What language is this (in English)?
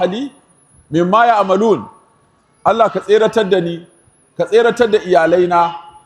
Hausa